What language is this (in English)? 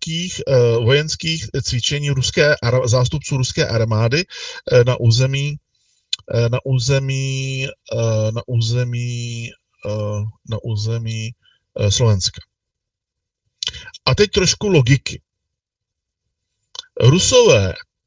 Czech